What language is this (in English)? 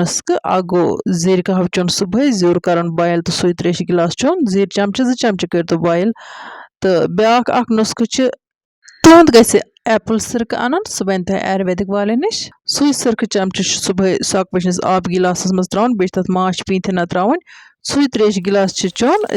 Kashmiri